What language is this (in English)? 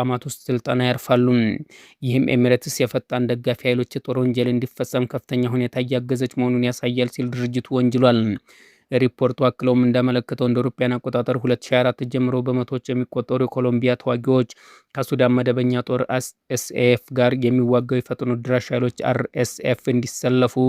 Amharic